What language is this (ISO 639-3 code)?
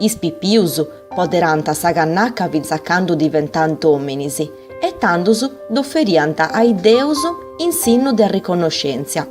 srd